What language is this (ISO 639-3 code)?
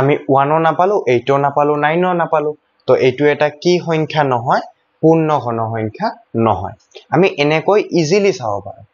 asm